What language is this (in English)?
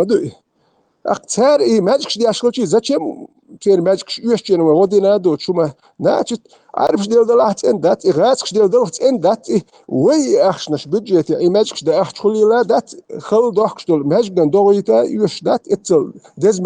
Chechen